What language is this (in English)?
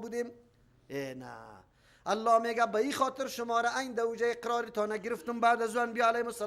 Persian